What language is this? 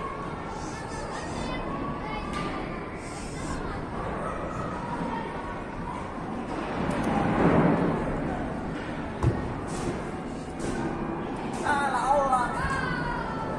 Finnish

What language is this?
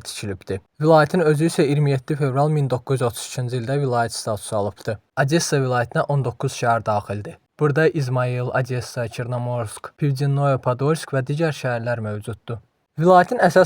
Azerbaijani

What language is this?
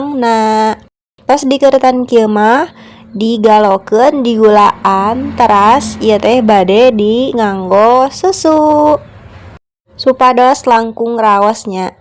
Sundanese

